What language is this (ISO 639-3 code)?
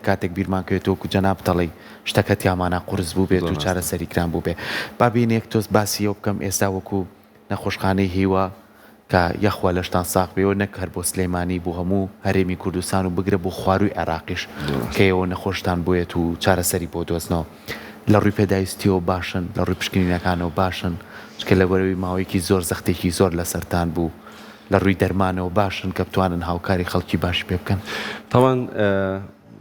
ckb